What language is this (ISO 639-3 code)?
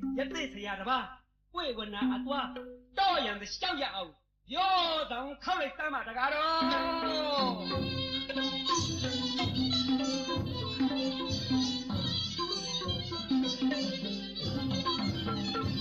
mya